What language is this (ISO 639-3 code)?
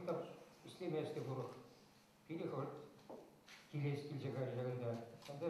chv